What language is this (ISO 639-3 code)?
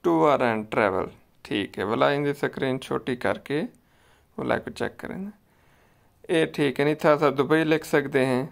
skr